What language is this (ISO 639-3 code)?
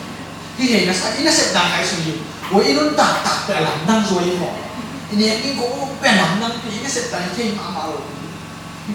ctd